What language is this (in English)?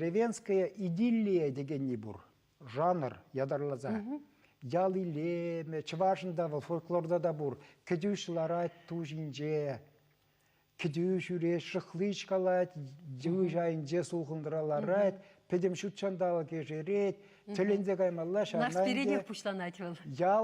Chuvash